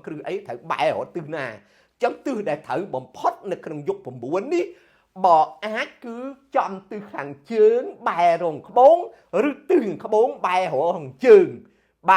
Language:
Khmer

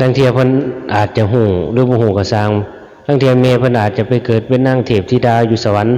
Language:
Northeastern Thai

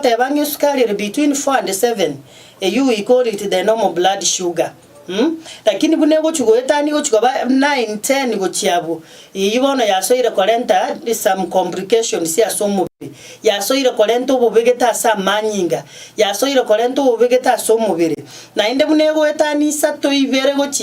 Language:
Gusii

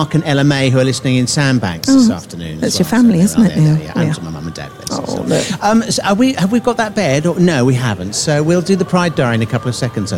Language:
English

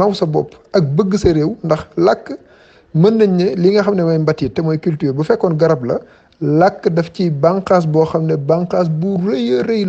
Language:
Wolof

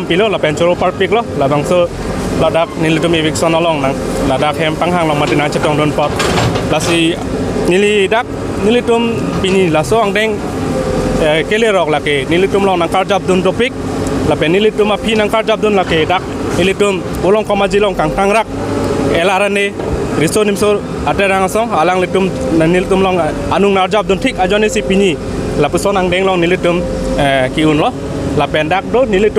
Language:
Karbi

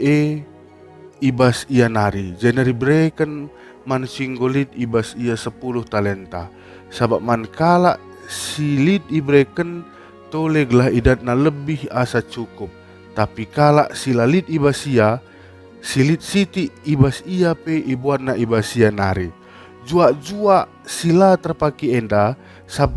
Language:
Batak Karo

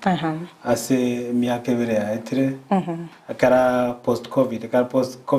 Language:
Gusii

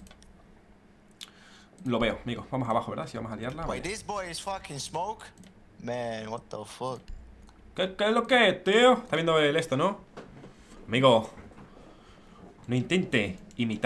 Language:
Spanish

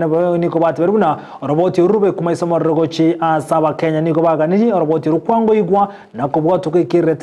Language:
Gusii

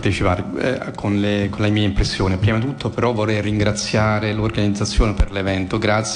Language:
Italian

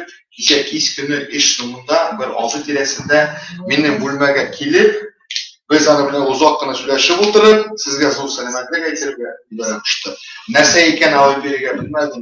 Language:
Bashkir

